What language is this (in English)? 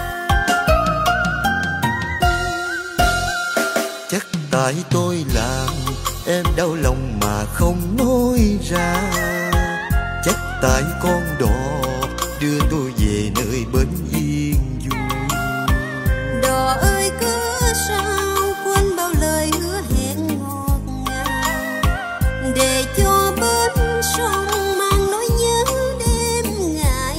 Vietnamese